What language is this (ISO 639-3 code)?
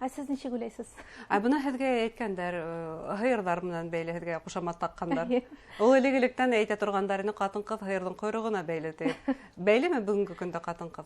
bak